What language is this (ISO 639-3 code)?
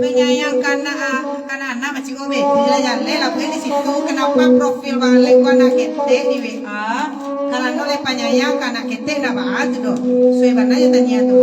min